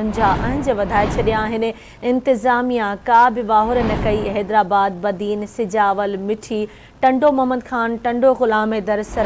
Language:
Sindhi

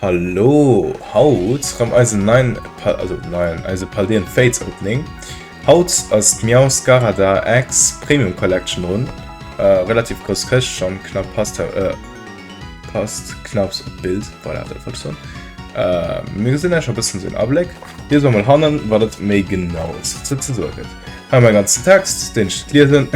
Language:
Luxembourgish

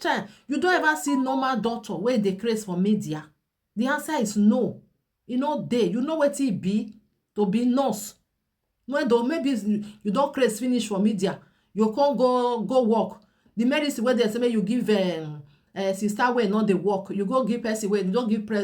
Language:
Nigerian Pidgin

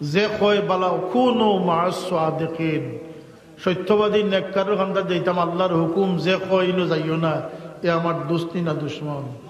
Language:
Sylheti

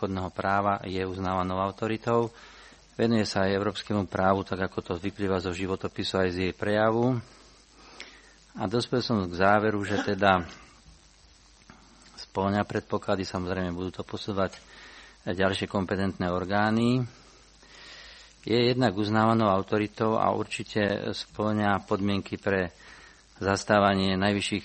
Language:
Slovak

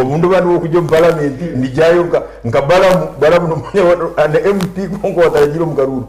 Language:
Nyankole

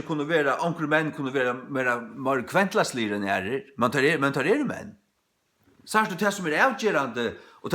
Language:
Faroese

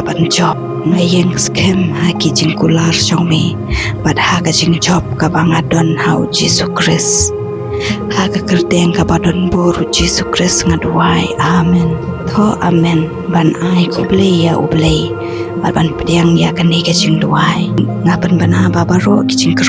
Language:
Khasi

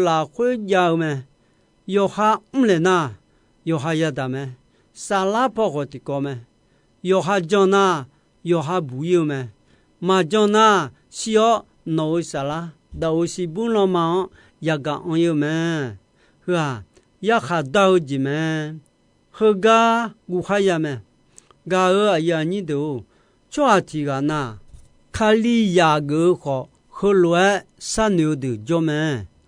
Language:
Akha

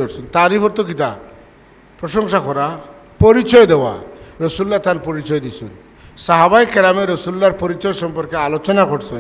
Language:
Sylheti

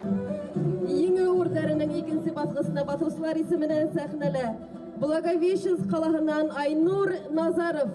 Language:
Bashkir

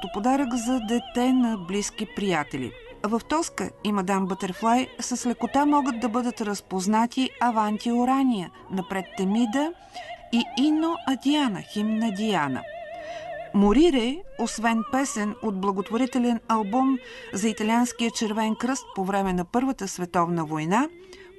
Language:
Bulgarian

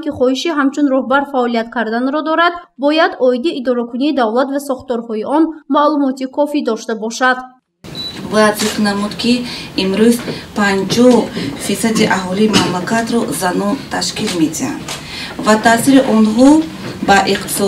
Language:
Tajik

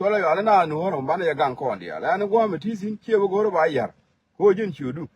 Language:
Nuer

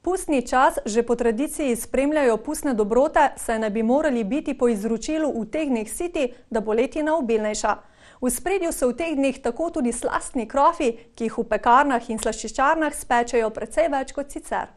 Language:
Slovenian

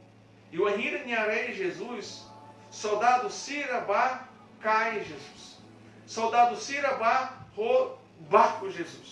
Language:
Tetum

